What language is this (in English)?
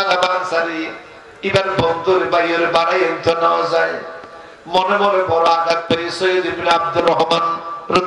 Rohingya